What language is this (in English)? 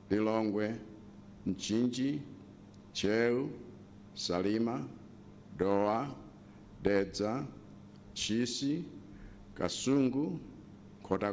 Nyanja